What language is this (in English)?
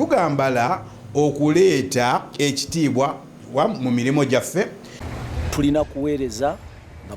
Ganda